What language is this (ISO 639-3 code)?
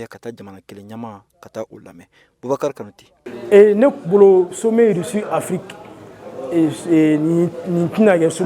bam